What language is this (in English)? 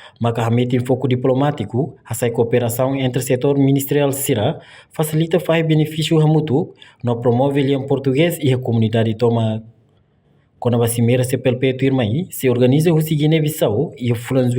Tetum